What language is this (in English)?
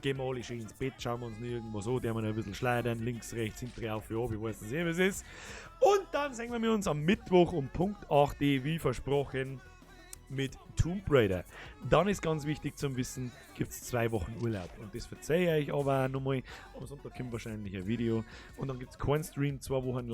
Bavarian